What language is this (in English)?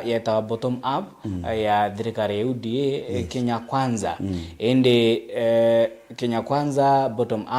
Meru